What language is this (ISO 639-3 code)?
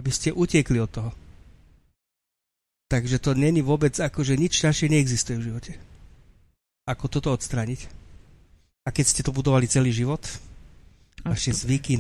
slk